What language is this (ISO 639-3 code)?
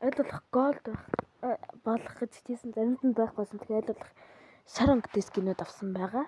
mon